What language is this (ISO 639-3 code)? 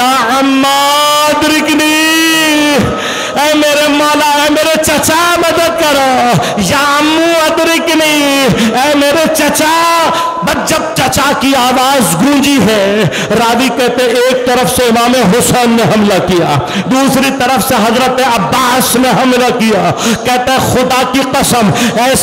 urd